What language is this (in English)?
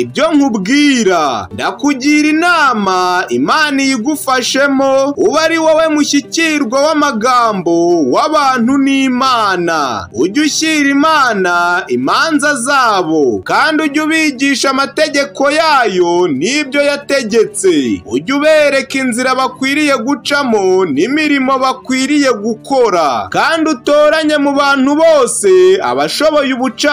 Kinyarwanda